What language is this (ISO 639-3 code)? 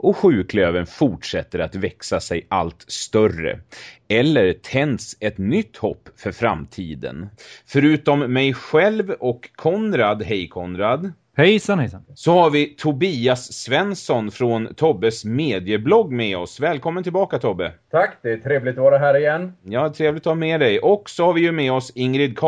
swe